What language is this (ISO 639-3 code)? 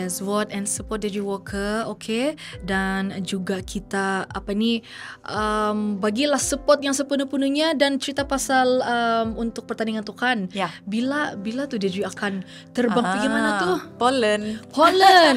msa